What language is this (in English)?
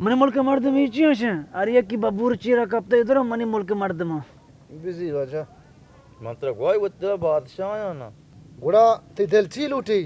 Baluchi